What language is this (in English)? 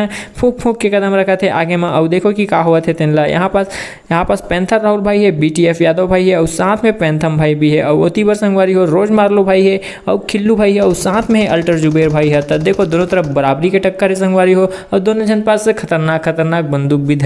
Chhattisgarhi